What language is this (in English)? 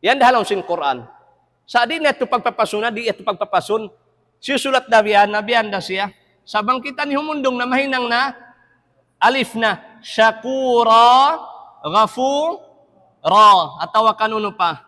Tausug